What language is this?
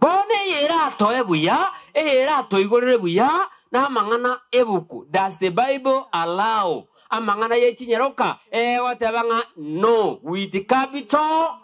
Gusii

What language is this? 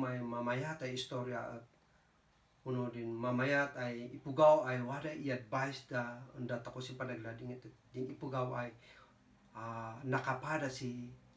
Kankanaey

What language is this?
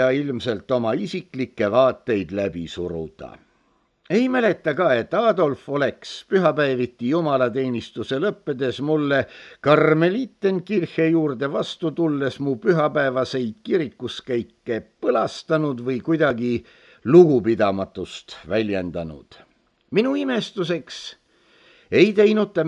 Estonian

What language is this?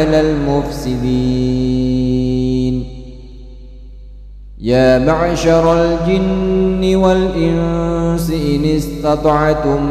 Arabic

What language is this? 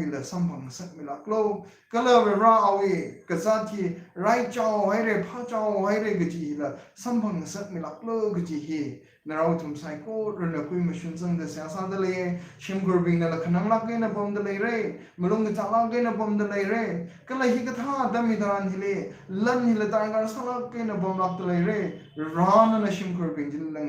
Tangkhul Naga (India)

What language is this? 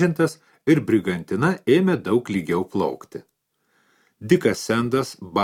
Lithuanian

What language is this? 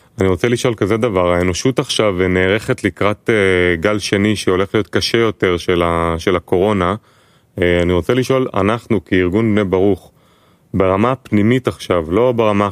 Hebrew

